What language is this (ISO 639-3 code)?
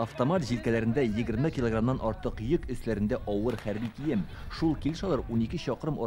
tat